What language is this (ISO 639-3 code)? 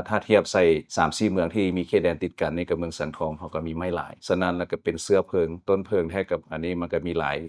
lao